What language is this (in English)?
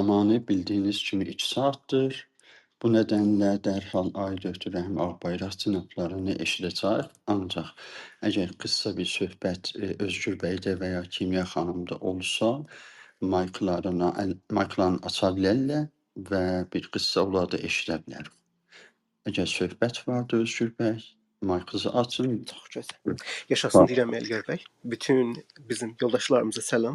South Azerbaijani